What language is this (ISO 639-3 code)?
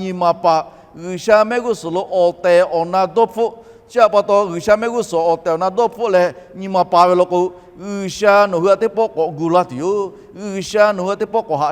lhu